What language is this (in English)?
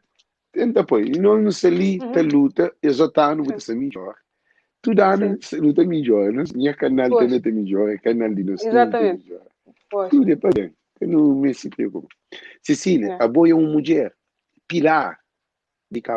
Kabuverdianu